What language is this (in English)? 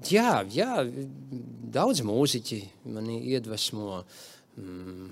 Latvian